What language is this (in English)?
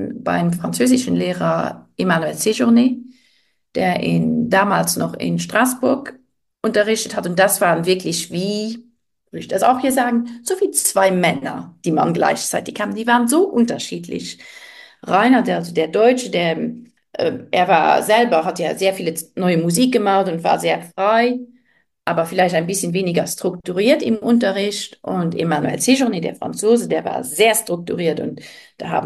German